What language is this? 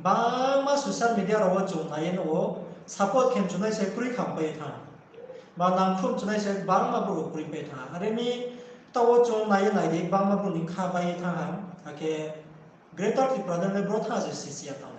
Riang (India)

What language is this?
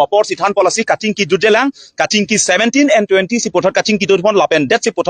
Karbi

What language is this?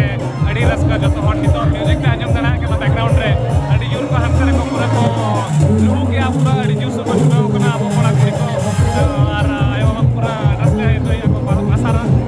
Santali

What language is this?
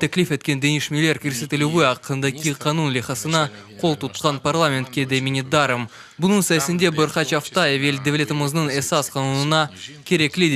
Crimean Tatar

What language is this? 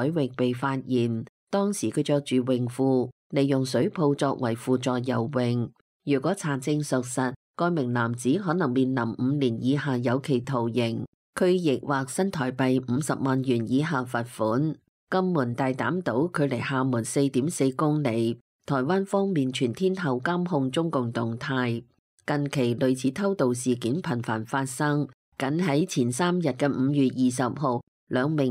Cantonese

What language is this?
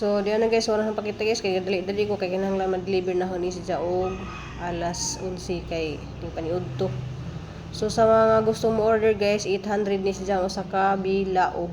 Cebuano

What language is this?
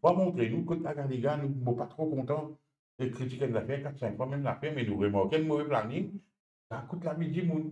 Morisyen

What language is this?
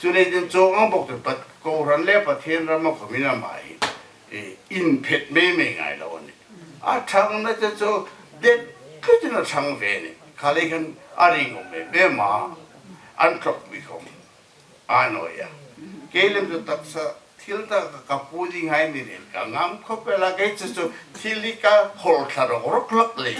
Hmar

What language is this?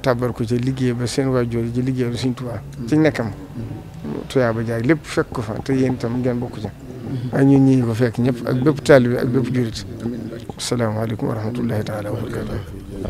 Wolof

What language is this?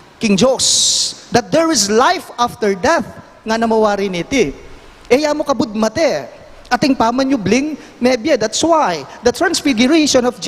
Pampanga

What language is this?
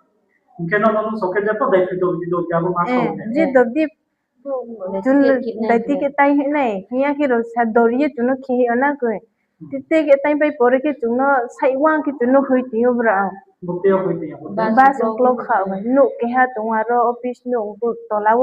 Riang (India)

